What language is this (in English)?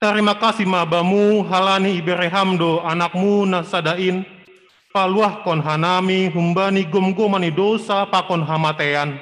Batak Simalungun